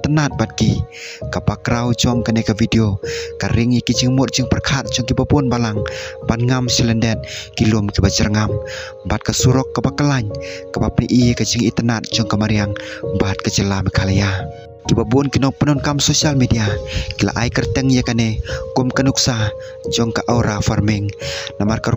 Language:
Khasi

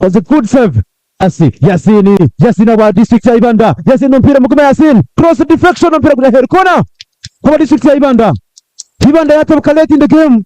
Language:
Nyankole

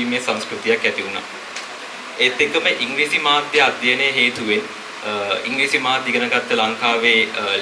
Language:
Sinhala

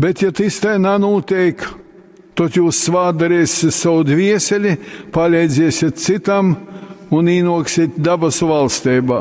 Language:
Latgalian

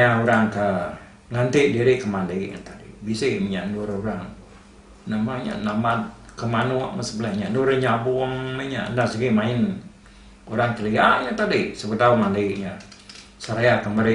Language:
Iban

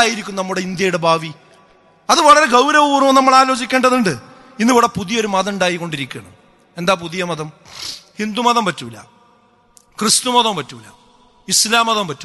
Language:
Malayalam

